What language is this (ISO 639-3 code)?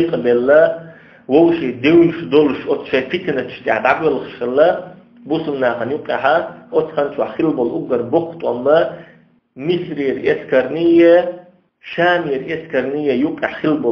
che